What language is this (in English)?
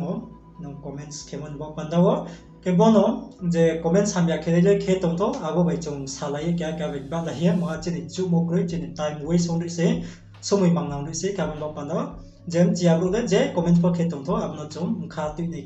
Riang (India)